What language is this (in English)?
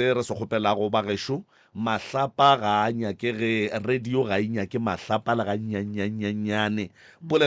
Northern Sotho